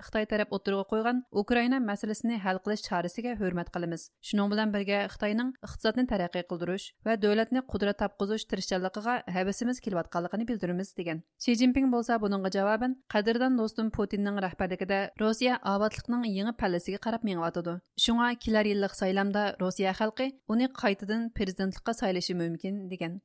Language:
Uyghur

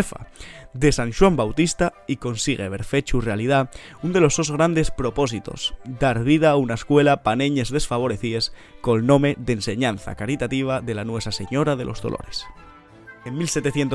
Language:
Asturian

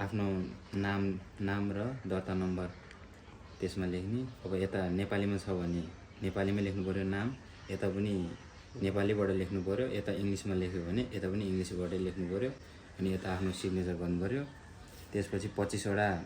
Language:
Nepali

